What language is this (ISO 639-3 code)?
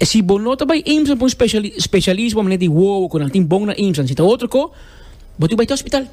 pap